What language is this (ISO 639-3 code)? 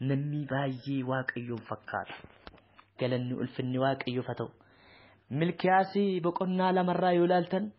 orm